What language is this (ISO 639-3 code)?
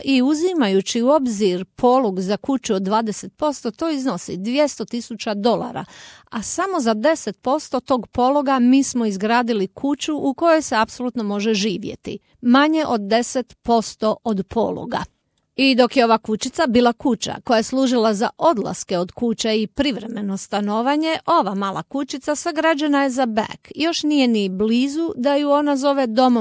hrv